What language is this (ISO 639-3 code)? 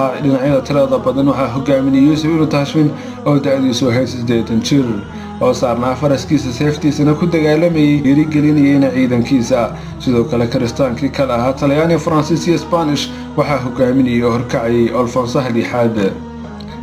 som